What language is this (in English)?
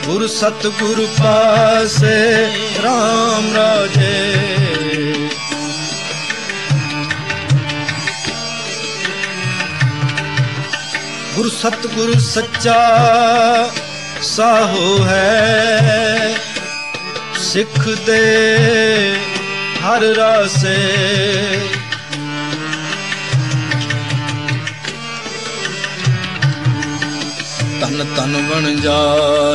Punjabi